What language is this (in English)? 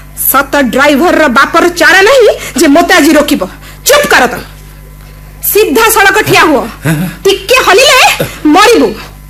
Odia